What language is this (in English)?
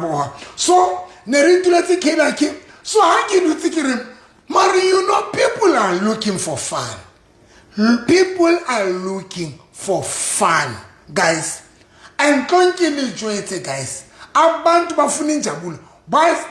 Southern Sotho